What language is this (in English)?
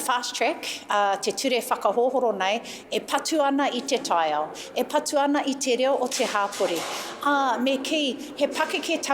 Māori